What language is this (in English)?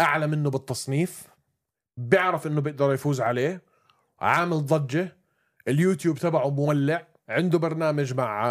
North Levantine Arabic